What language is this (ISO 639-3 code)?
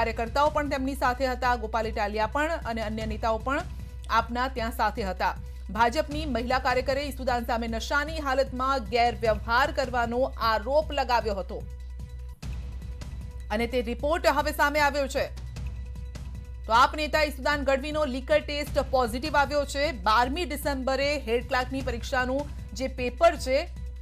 guj